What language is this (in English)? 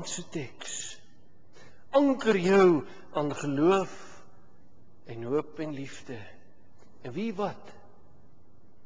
Afrikaans